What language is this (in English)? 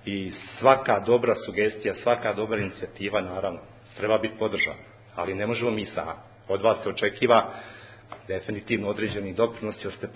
Bosnian